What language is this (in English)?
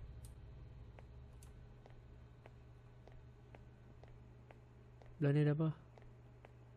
Malay